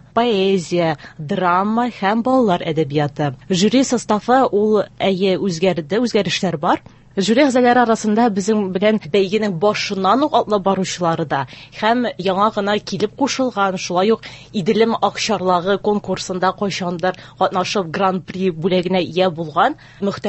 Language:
Tatar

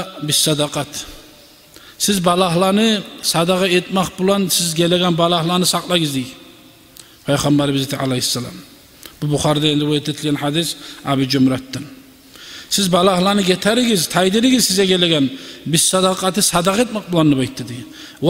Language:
Kumyk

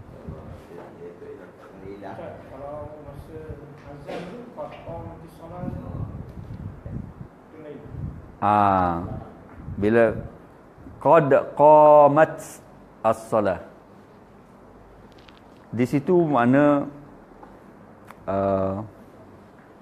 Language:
Malay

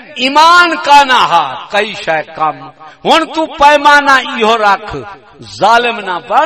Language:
Saraiki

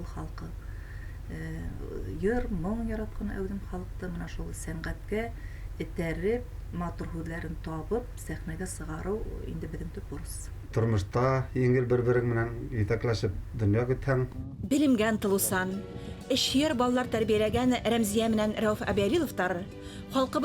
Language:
Bashkir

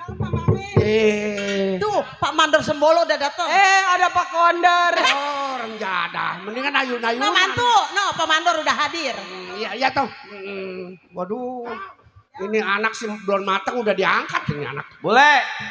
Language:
Betawi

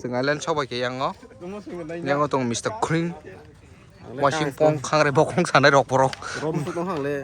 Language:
Kok Borok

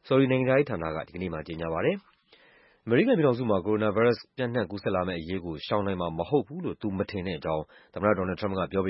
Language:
Burmese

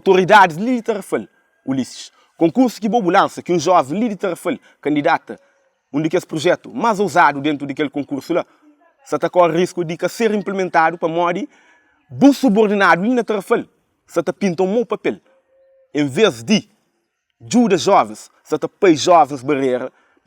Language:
Kabuverdianu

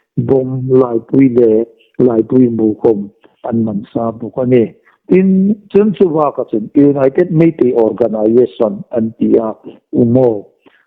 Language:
Hmar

